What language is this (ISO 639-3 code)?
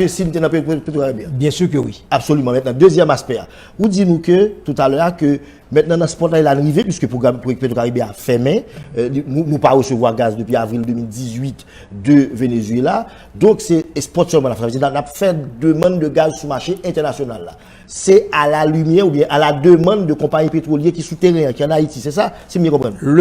hat